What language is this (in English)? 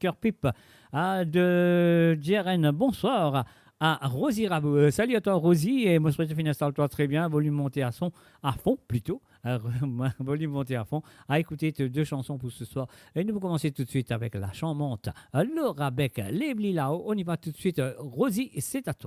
Morisyen